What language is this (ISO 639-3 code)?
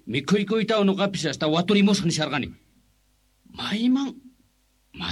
que